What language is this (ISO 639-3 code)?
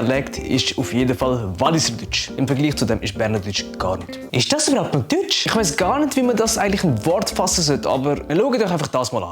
gsw